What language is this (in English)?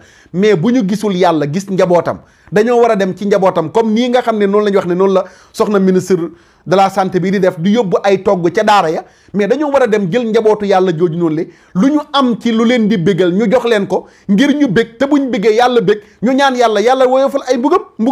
Wolof